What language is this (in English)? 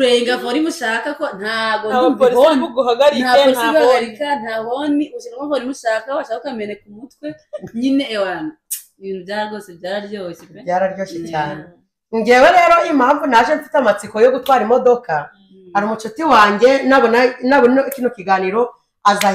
Kinyarwanda